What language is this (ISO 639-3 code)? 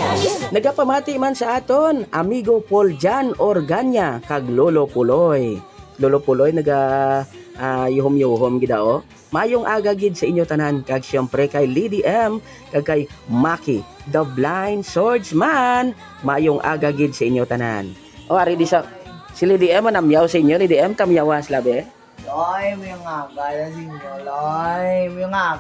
hil